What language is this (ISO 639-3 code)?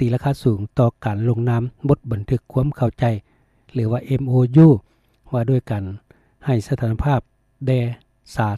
lao